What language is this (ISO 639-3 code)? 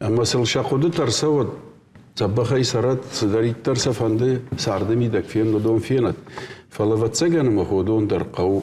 oss